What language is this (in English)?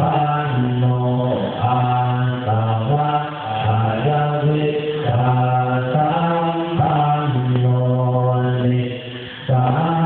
Pali